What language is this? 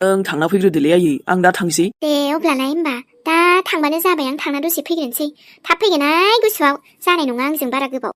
Bodo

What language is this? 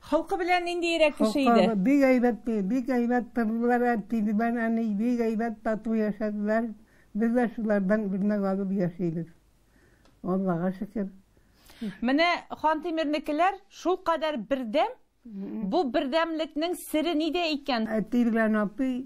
Tatar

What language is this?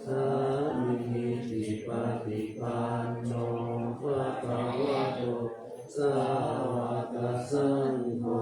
Pali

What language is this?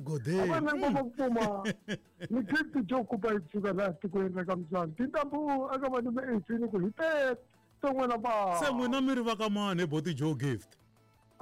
Tsonga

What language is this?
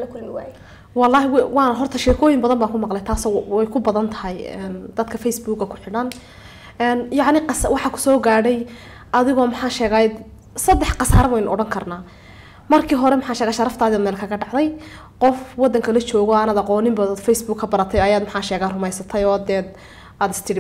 Somali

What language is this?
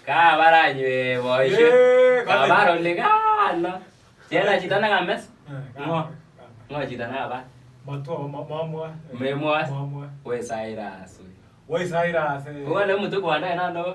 Kalenjin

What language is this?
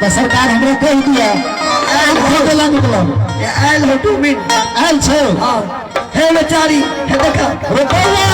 Maithili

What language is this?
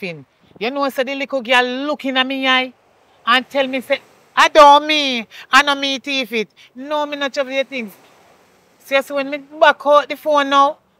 Jamaican Creole English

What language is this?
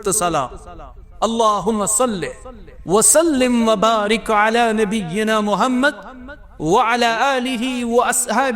Kashmiri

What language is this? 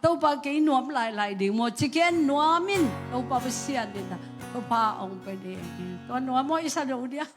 Tedim Chin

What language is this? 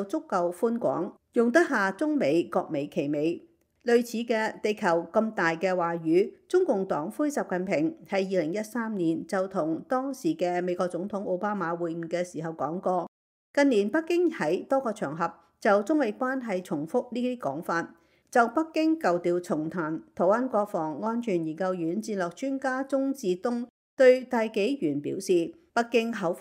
Cantonese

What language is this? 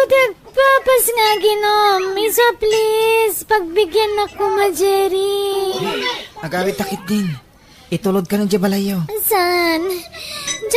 Iloko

